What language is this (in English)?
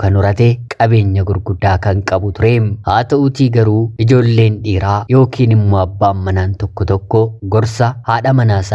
Oromo